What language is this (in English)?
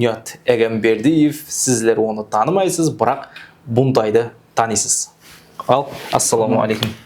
Kara-Kalpak